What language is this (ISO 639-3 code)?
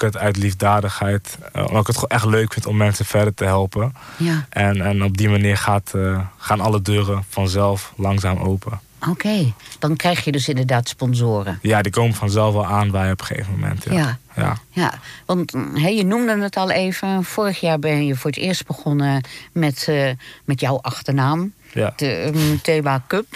nld